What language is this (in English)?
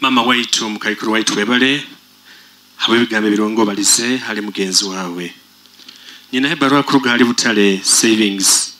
Nyoro